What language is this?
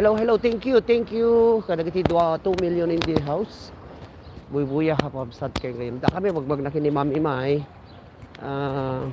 Iloko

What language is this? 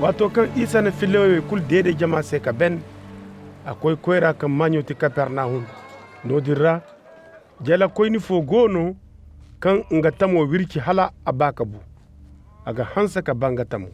Koyraboro Senni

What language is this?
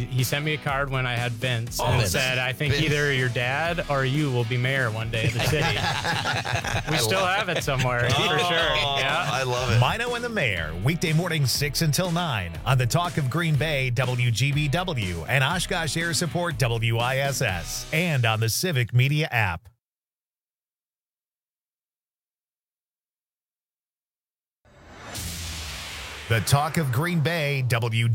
English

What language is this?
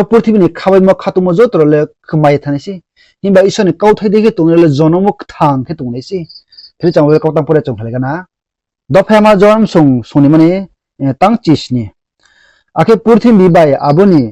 Riang (India)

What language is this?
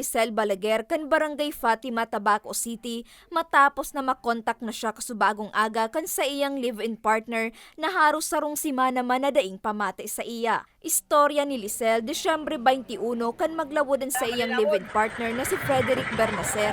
Bikol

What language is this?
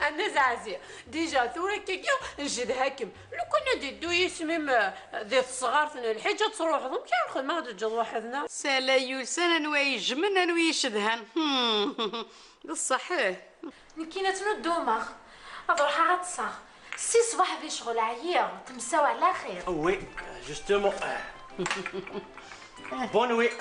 Kabyle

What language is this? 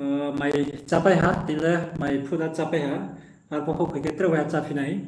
Riang (India)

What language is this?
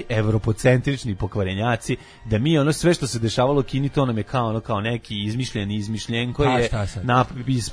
Serbian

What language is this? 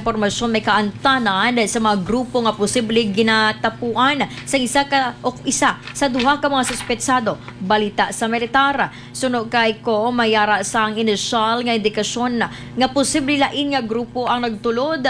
Hiligaynon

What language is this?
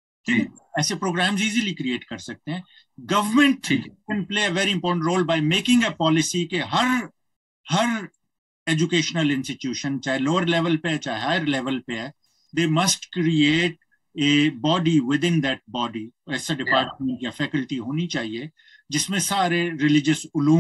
Urdu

